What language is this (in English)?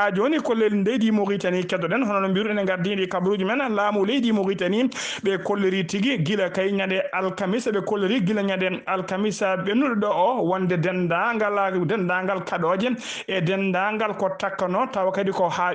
Fula